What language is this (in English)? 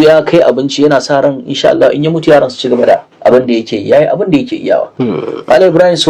Hausa